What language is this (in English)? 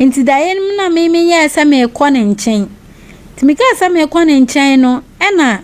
Akan